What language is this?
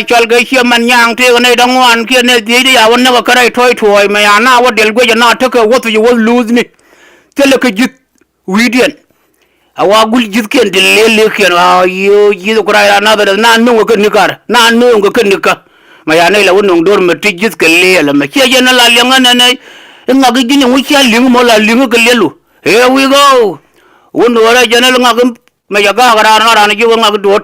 Nuer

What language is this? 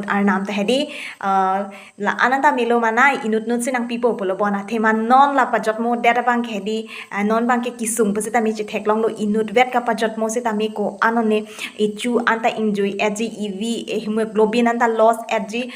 Karbi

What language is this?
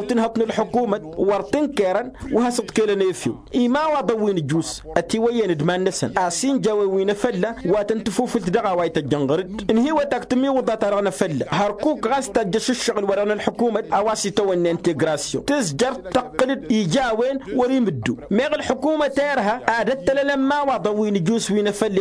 Tamasheq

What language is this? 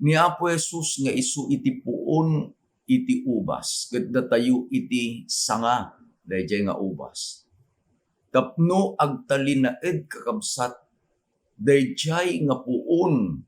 Iloko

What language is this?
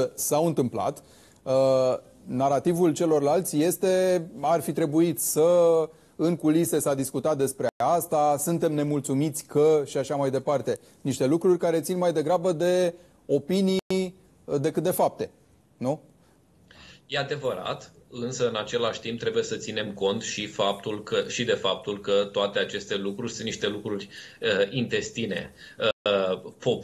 Romanian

